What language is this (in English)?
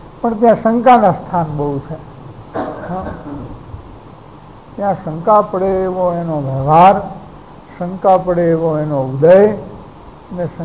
Gujarati